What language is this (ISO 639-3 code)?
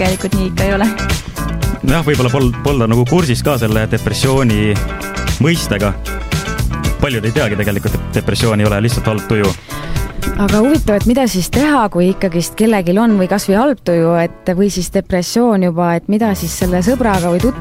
est